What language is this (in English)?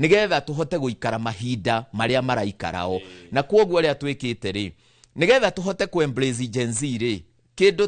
Kikuyu